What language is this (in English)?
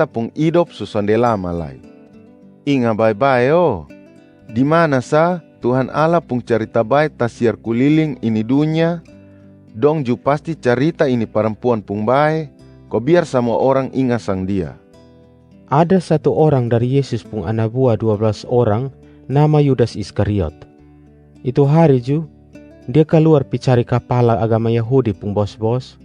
Kupang Malay